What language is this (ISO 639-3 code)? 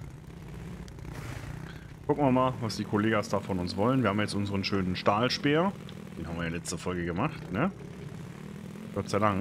deu